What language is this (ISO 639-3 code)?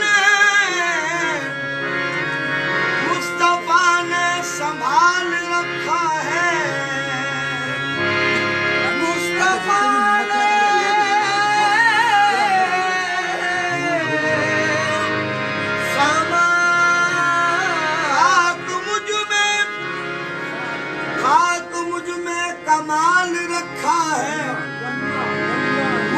hin